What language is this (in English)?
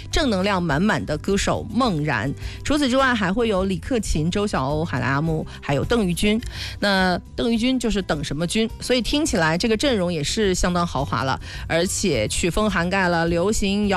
Chinese